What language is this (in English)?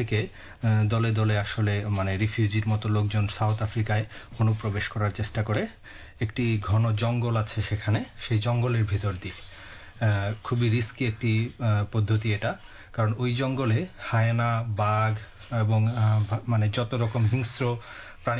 Bangla